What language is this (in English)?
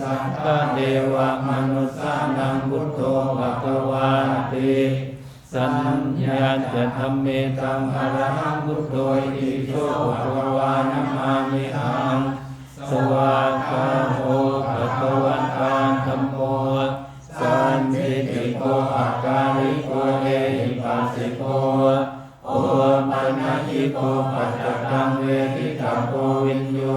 Pali